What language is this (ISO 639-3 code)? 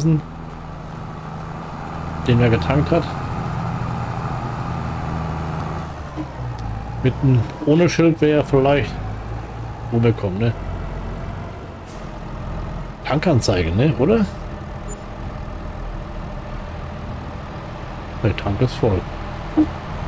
deu